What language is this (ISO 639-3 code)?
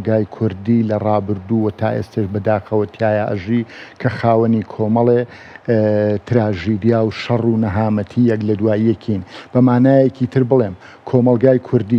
ckb